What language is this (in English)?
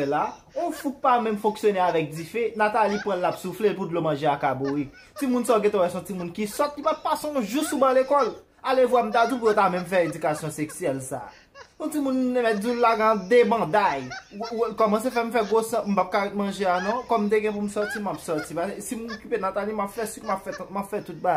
Haitian Creole